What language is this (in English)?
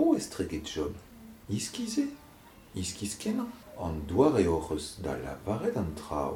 Breton